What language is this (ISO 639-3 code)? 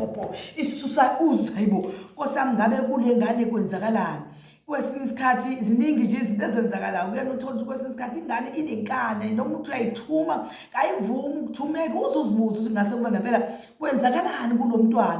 zul